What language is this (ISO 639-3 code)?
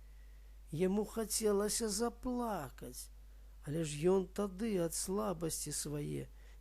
bel